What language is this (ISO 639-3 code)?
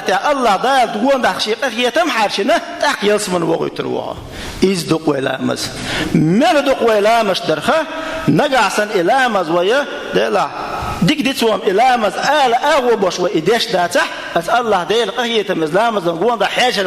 che